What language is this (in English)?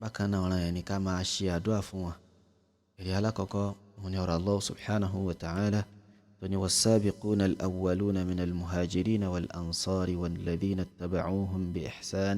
Yoruba